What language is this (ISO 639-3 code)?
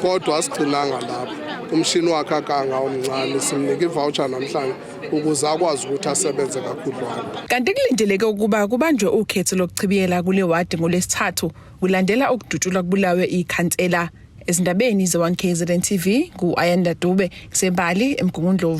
zul